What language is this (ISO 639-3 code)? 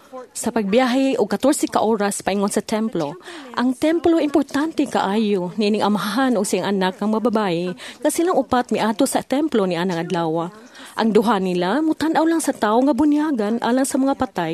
ceb